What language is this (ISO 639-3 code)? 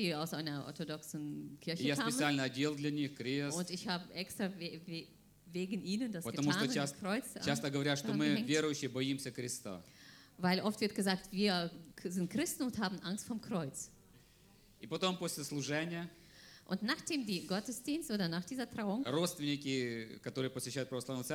rus